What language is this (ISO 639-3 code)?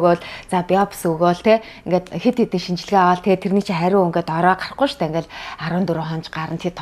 mon